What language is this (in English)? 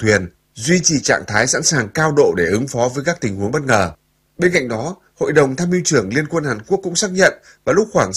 Vietnamese